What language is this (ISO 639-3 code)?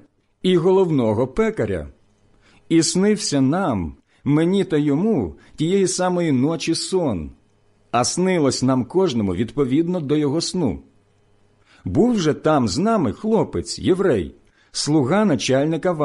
ukr